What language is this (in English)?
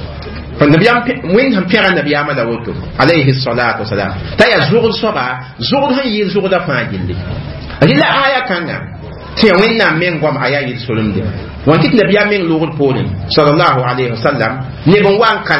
Mossi